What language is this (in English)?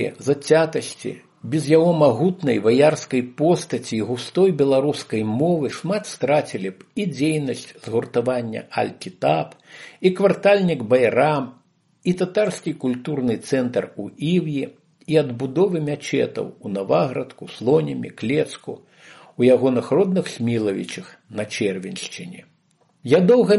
Belarusian